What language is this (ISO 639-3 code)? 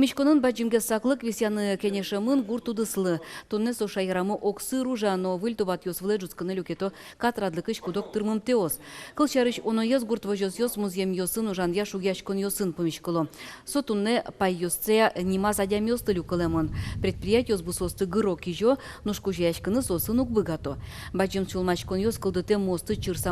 udm